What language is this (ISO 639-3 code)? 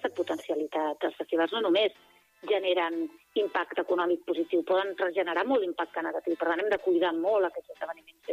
cat